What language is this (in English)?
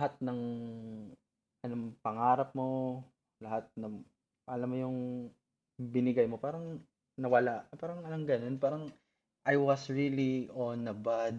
Filipino